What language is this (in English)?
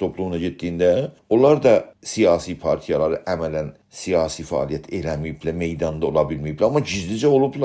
South Azerbaijani